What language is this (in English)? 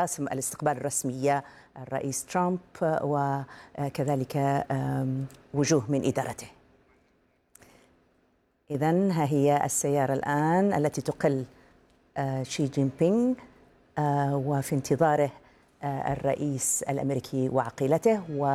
Arabic